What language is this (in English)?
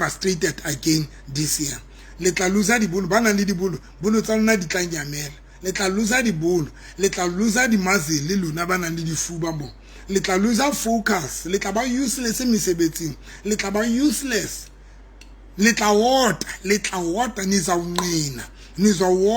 Southern Sotho